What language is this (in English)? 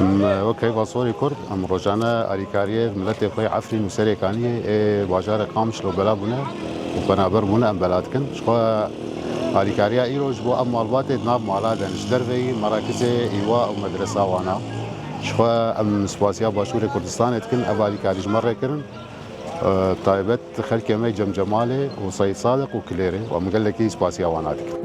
Kurdish